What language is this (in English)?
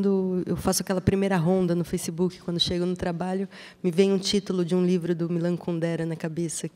Portuguese